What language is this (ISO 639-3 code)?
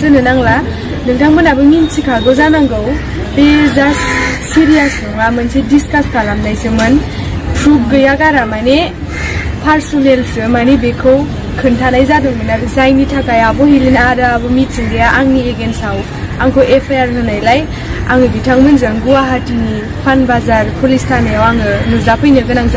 brx